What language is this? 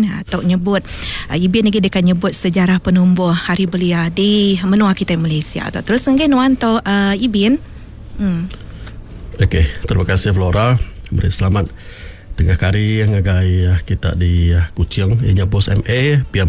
Iban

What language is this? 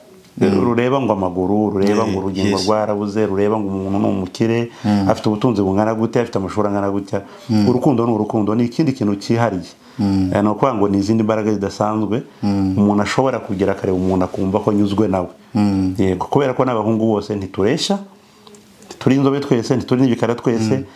Kinyarwanda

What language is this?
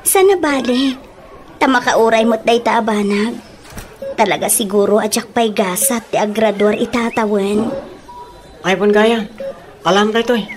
Iloko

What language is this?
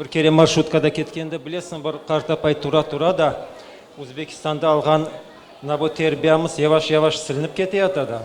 Crimean Tatar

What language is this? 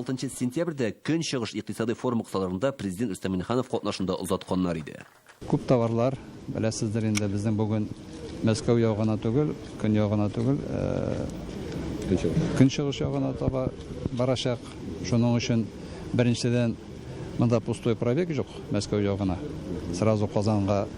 Tatar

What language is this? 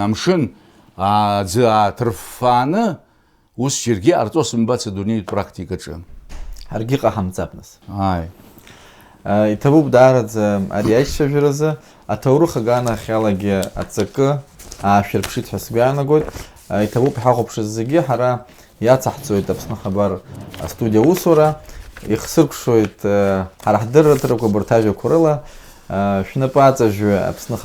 Abkhazian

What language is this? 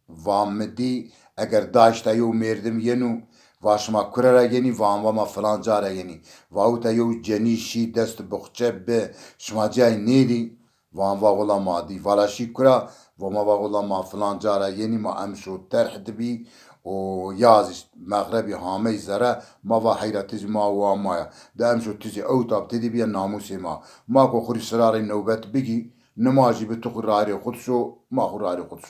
Zaza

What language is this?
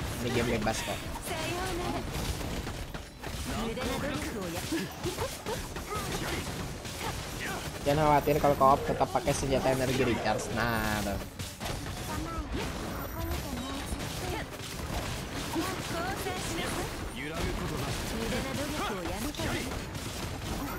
Indonesian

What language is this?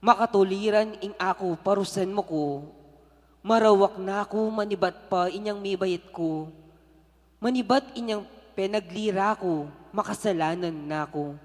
Pampanga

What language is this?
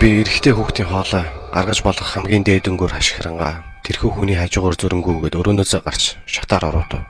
Mongolian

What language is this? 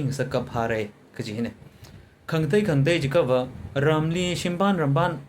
Tangkhul Naga (India)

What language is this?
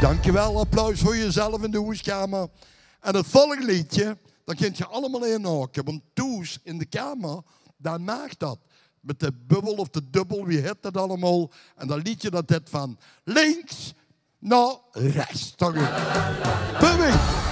Limburgish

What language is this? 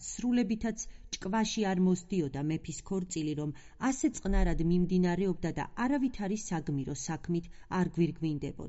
Georgian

